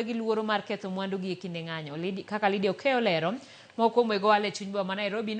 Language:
Luo (Kenya and Tanzania)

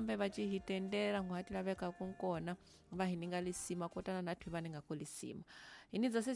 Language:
Tsonga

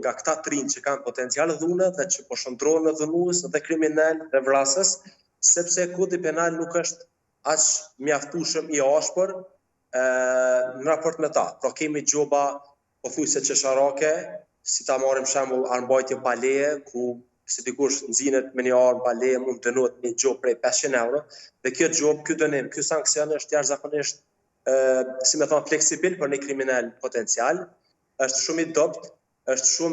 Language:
Albanian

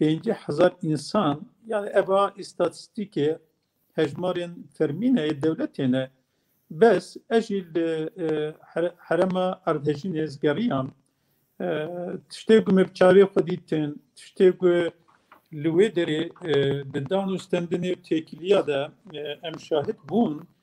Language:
Kurdish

